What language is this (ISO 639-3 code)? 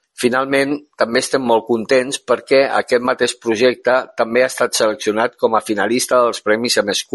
cat